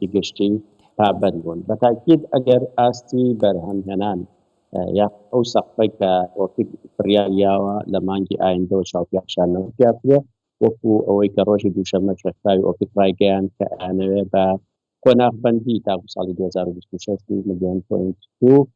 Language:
Central Kurdish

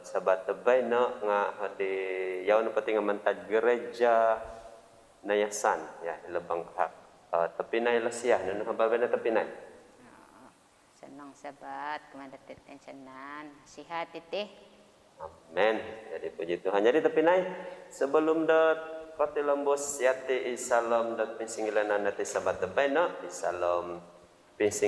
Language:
Central Dusun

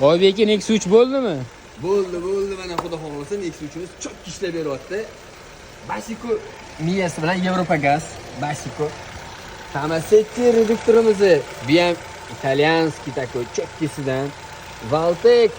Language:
Uzbek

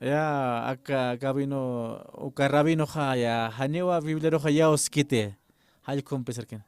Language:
Aymara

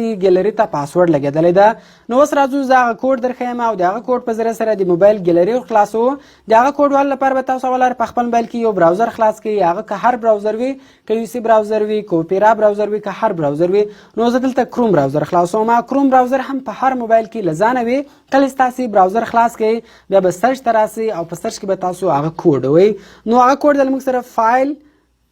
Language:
Pashto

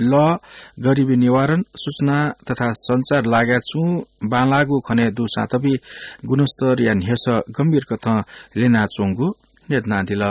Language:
Newari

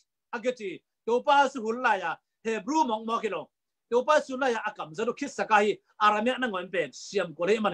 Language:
Tedim Chin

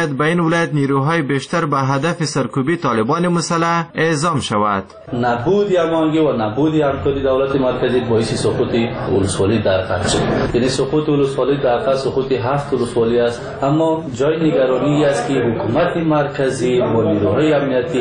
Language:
Persian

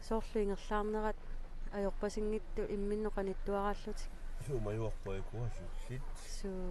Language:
Kalaallisut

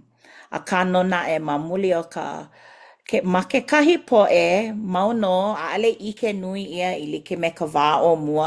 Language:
Hawaiian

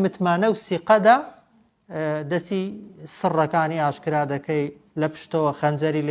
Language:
Central Kurdish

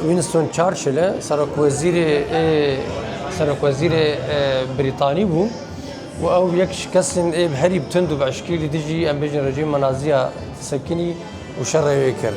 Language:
Kurdish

